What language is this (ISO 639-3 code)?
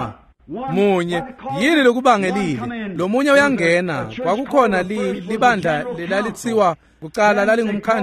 ssw